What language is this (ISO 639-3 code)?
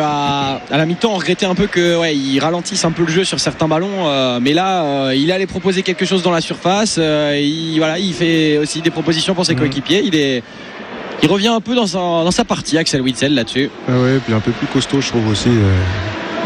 fra